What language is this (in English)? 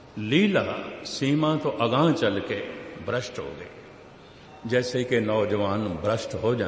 Punjabi